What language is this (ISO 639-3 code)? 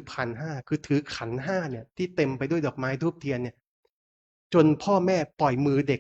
pli